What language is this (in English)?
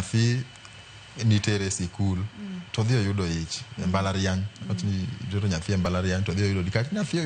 Luo (Kenya and Tanzania)